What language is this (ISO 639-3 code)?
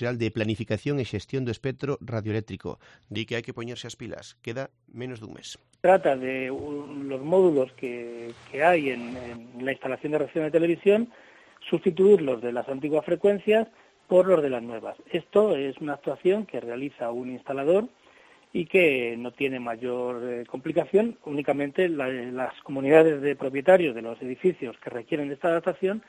glg